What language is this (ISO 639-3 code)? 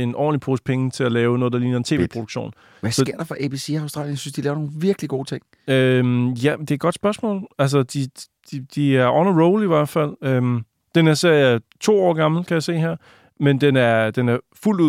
dan